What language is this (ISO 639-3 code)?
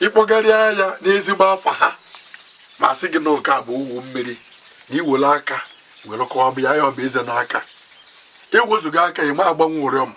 ibo